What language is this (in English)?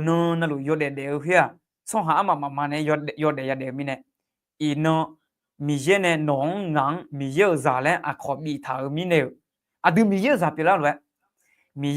Akha